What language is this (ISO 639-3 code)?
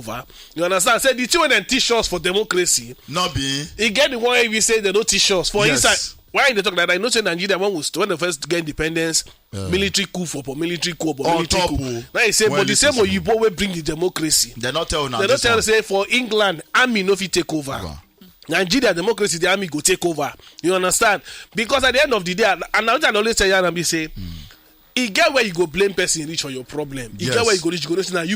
pcm